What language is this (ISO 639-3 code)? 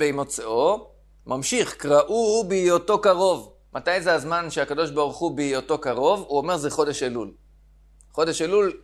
heb